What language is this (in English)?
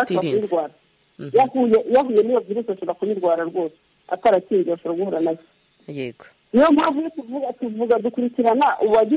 Kinyarwanda